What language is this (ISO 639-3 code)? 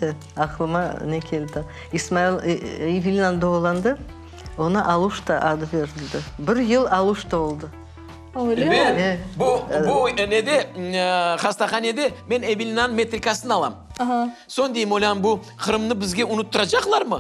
crh